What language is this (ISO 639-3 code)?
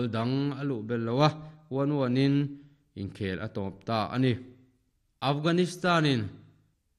lus